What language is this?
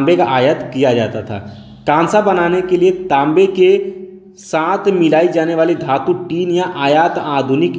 Hindi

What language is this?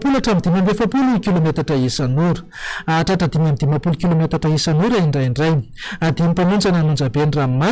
Malagasy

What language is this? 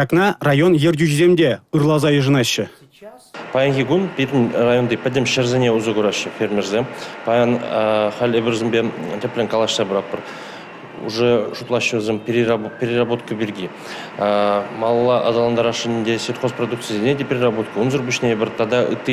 Chuvash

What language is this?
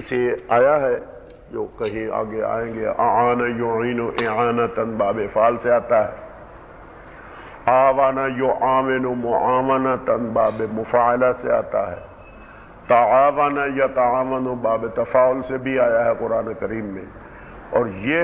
Urdu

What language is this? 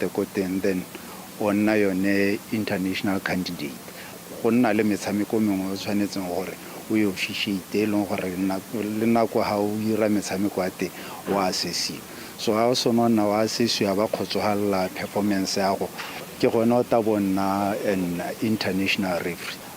Tswana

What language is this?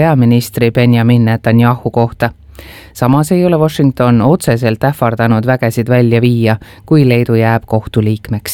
Estonian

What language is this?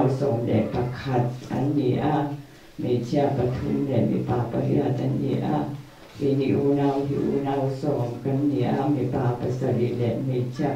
Mizo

